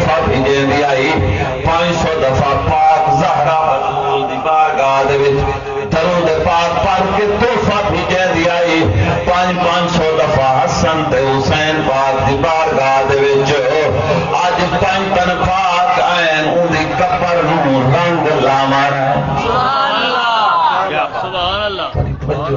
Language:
Saraiki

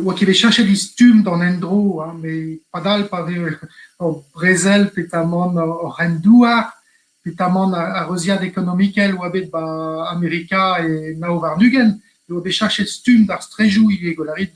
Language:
Breton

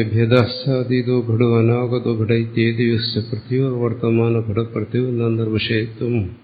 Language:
Malayalam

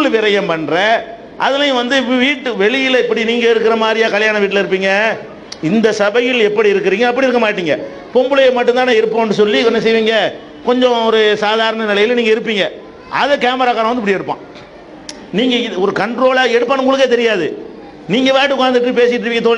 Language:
Tamil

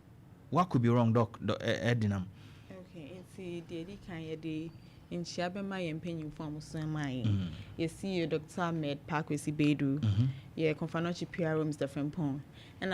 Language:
Akan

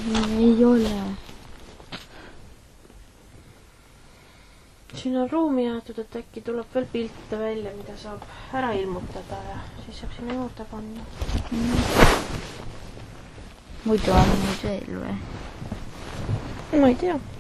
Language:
Estonian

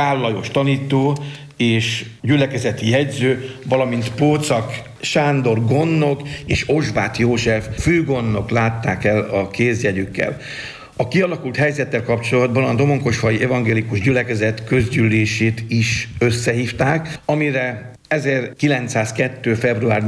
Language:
Hungarian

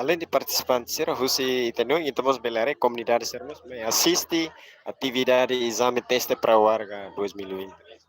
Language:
Tetum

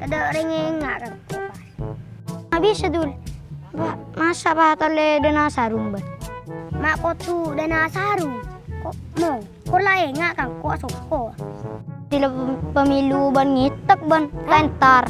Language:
Madurese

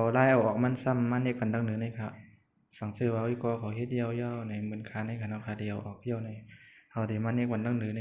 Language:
Shan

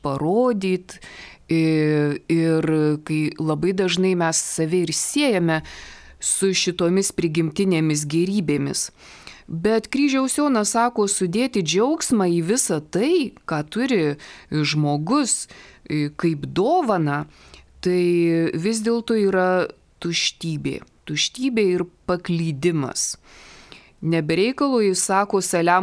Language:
Lithuanian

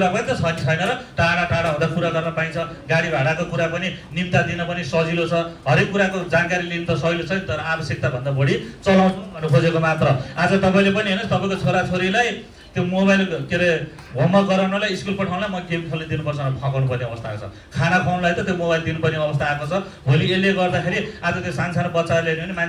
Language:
Nepali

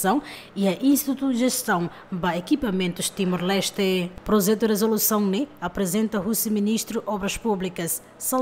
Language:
Tetum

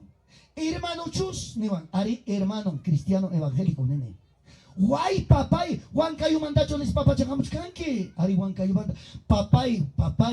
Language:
Ayacucho Quechua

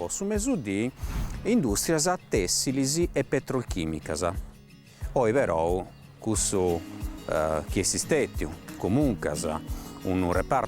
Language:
Sardinian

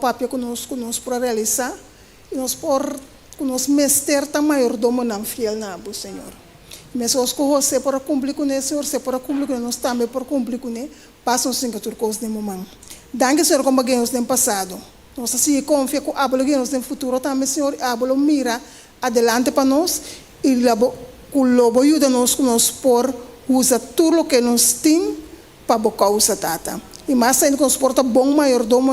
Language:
Papiamento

